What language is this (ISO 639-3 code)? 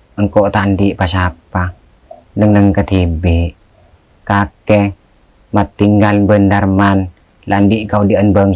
mad